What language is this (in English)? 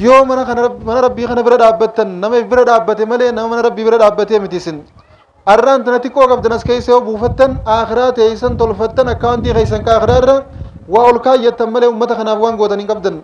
Oromo